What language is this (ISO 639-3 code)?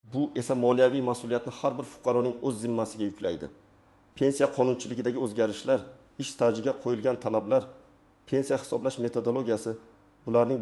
uzb